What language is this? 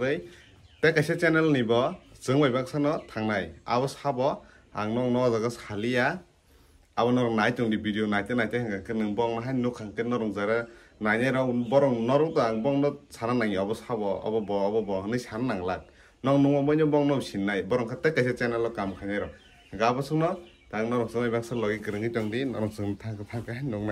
Kok Borok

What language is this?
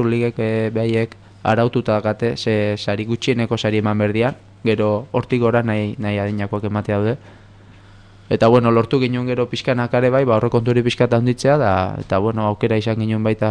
Basque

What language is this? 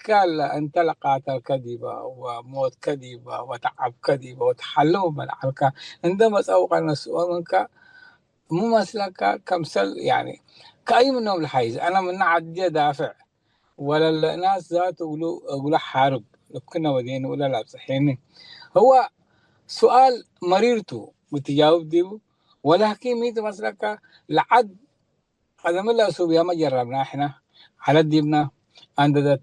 Tigre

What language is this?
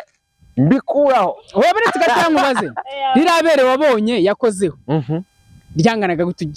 Kinyarwanda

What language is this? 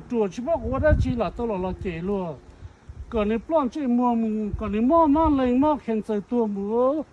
Hmong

